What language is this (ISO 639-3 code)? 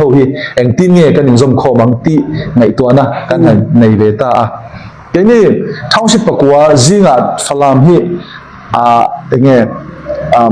cfm